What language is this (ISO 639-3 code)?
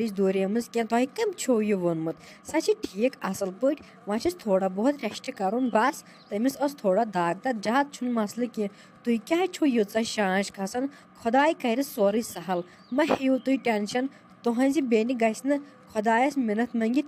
kas